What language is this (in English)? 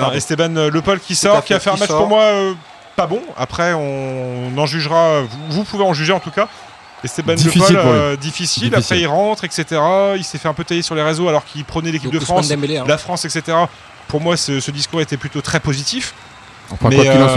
French